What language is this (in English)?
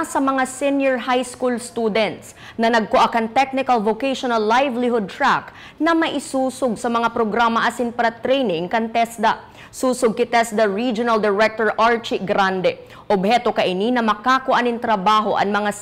Bikol